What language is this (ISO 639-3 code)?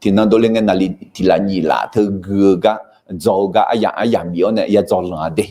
ahk